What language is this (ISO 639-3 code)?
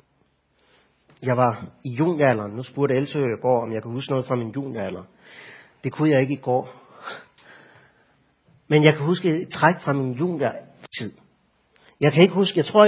dan